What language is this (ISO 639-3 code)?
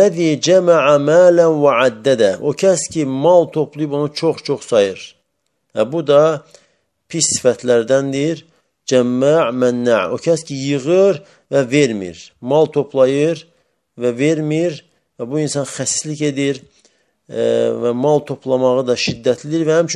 aze